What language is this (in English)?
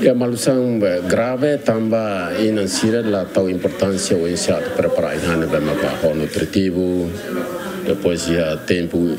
Tetum